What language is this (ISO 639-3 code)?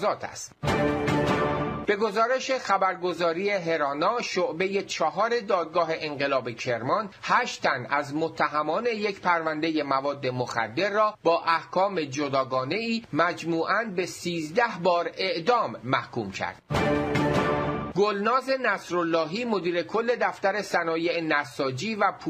fas